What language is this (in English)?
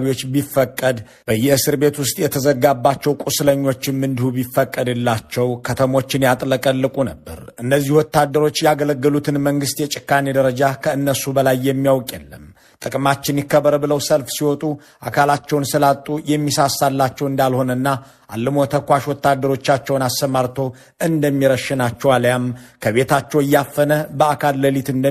Amharic